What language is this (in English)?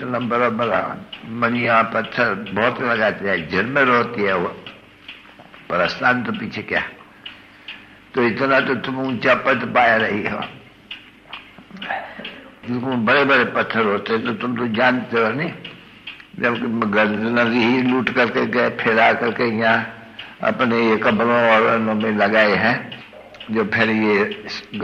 Hindi